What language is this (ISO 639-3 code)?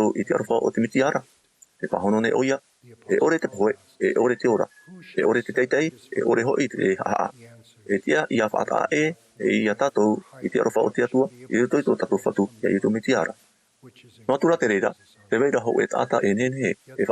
tah